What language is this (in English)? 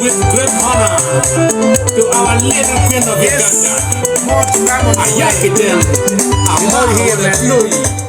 Acoli